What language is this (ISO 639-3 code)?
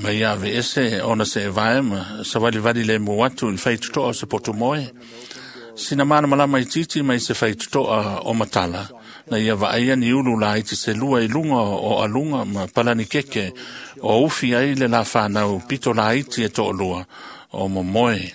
smo